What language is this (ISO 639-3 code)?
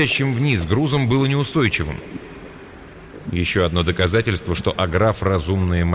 rus